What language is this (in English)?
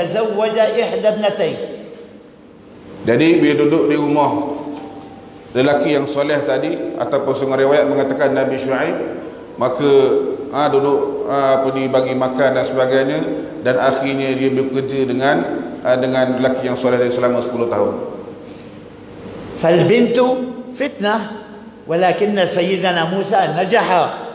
Malay